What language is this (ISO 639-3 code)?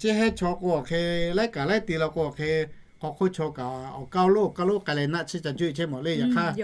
lhu